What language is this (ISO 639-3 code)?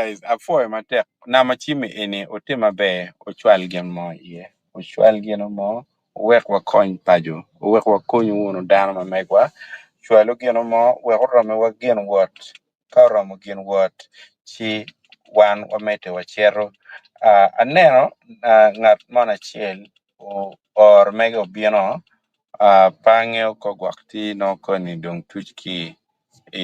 ach